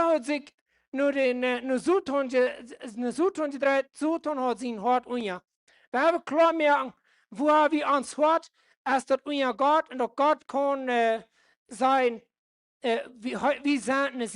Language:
Plautdietsch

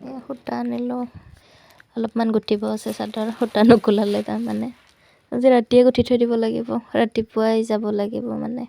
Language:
Assamese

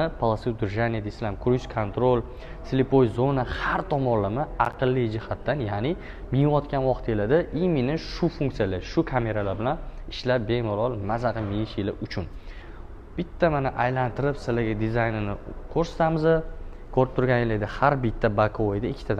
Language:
Uzbek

